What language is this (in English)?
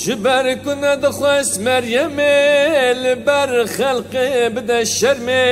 Kurdish